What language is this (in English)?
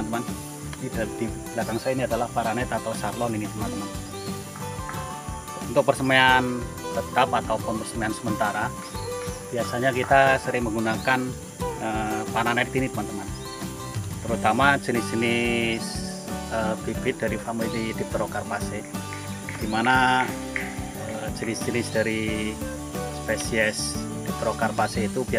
Indonesian